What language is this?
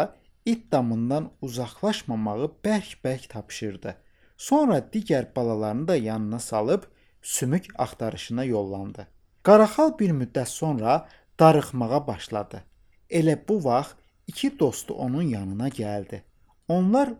Azerbaijani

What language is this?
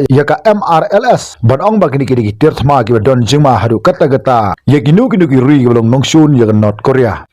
Khasi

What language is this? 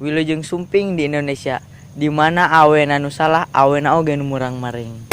Sundanese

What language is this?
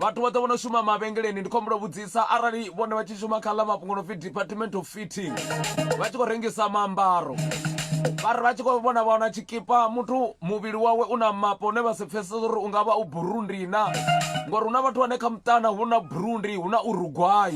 Venda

